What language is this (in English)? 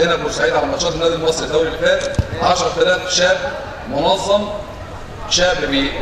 Egyptian Arabic